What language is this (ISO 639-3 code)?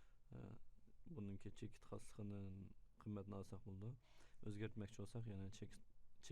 uig